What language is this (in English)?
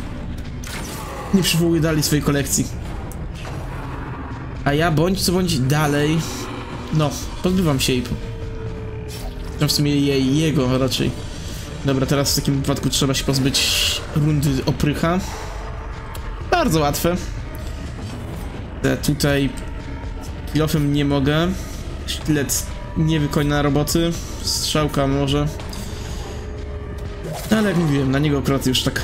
Polish